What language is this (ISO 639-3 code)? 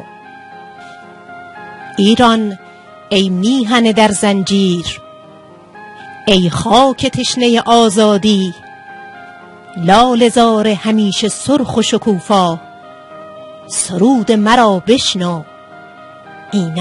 fas